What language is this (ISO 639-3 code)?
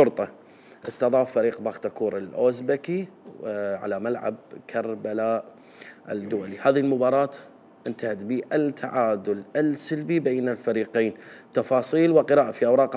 acm